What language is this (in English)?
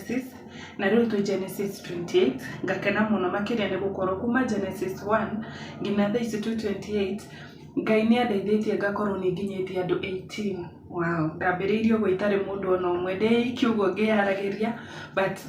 Kikuyu